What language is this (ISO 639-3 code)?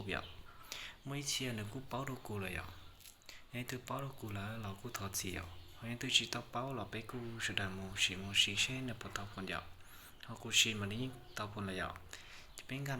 hmn